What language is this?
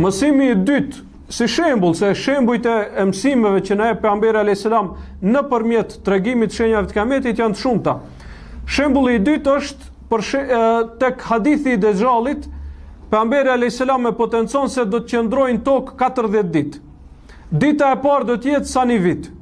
Albanian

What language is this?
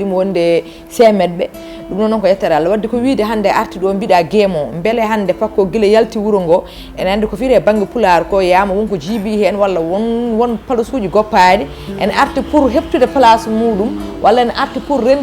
Fula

